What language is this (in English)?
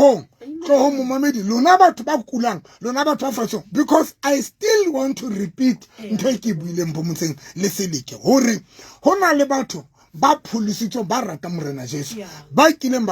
Southern Sotho